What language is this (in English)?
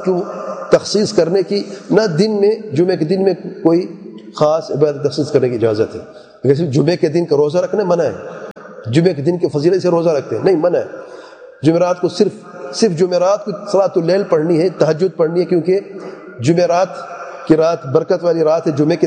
Urdu